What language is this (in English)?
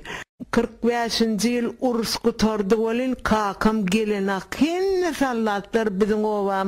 Turkmen